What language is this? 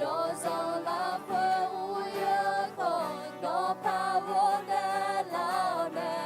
Akha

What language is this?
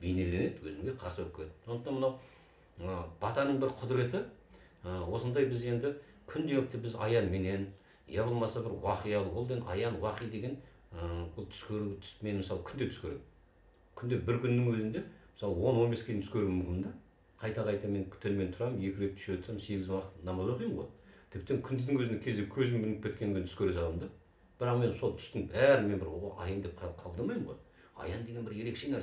Kazakh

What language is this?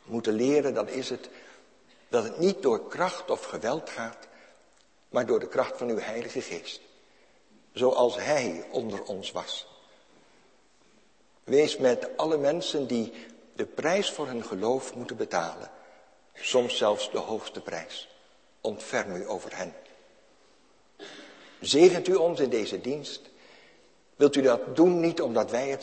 Dutch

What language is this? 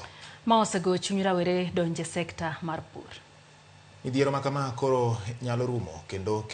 Luo (Kenya and Tanzania)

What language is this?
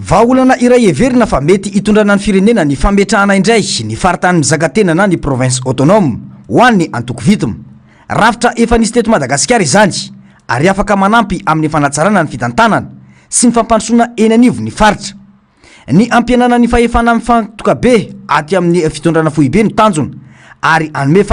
Malagasy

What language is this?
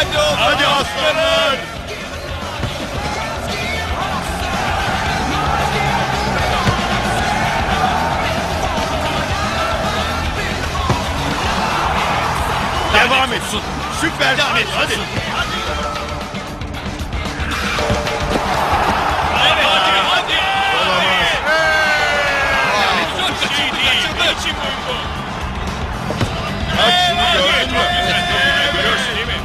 Turkish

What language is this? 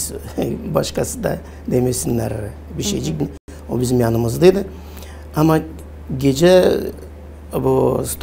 Gagauz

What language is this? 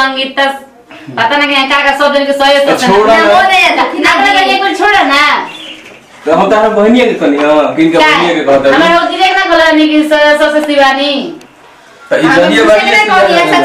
Bhojpuri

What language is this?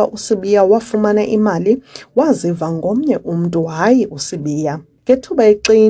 Xhosa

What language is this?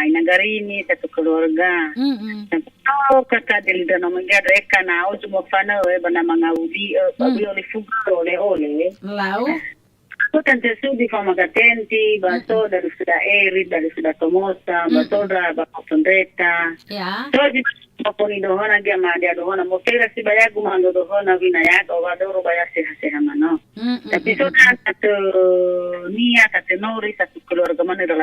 Nias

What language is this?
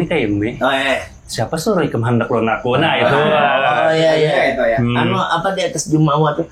Banjar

